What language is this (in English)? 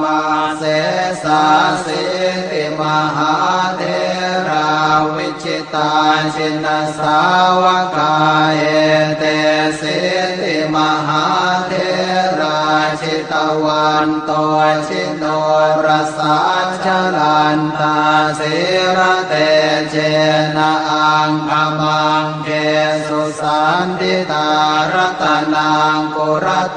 Pali